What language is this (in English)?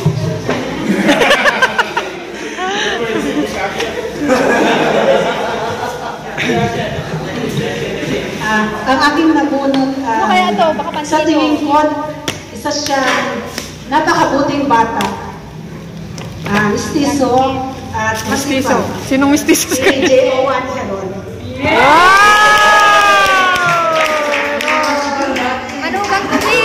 Filipino